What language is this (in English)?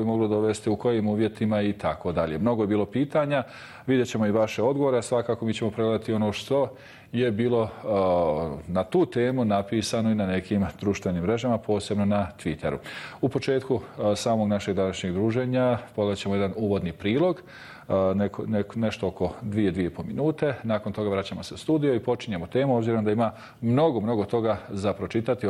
Bosnian